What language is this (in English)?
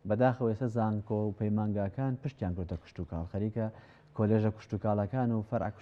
Central Kurdish